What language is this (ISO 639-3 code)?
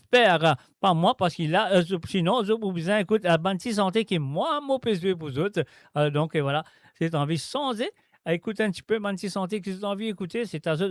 mfe